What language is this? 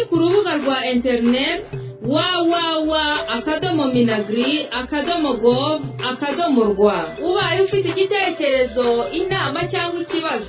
Kinyarwanda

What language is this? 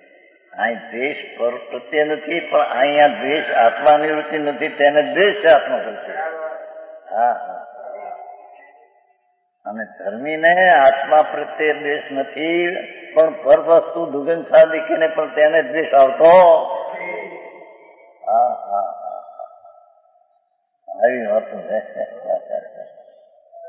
Gujarati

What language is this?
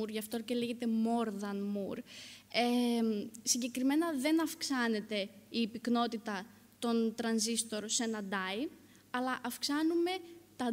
Greek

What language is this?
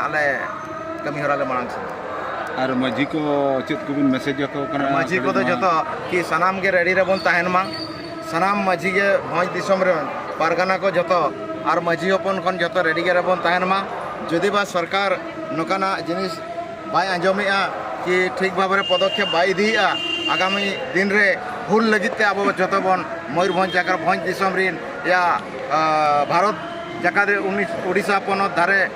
Santali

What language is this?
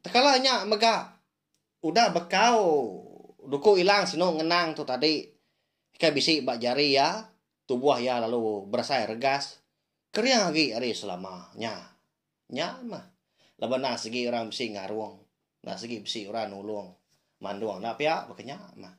Iban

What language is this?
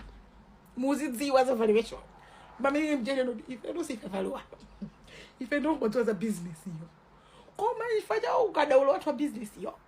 Nyanja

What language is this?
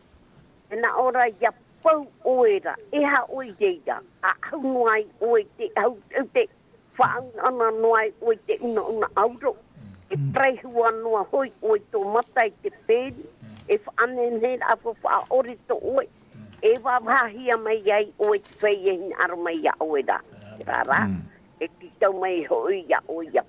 Tahitian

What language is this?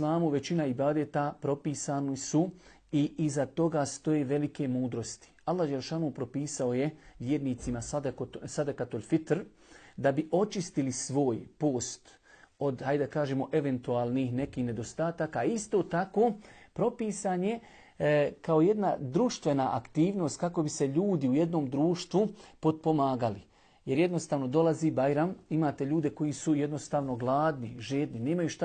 Bosnian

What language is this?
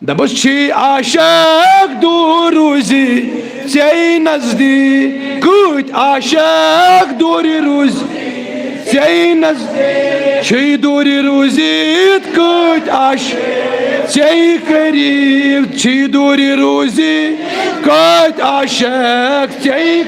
Kashmiri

